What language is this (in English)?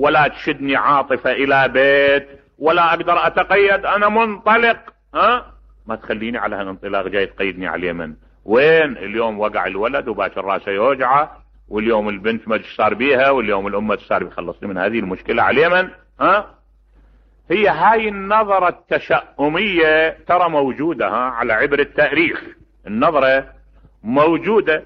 Mesopotamian Arabic